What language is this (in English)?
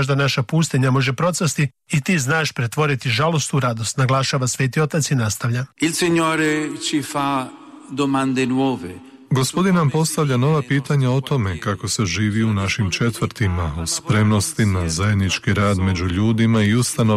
Croatian